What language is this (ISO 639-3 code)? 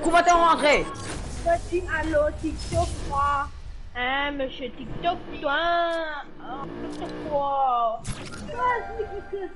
mfe